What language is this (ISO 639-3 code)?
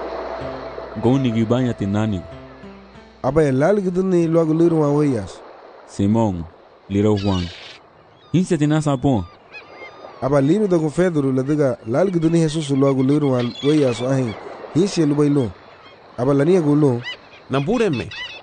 cab